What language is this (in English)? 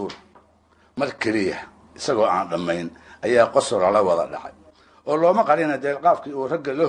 Somali